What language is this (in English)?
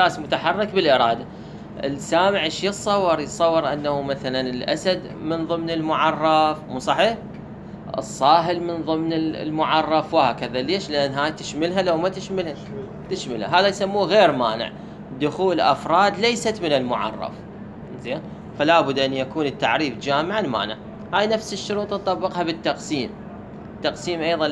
Mesopotamian Arabic